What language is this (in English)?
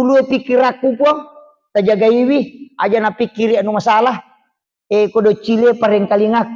Buginese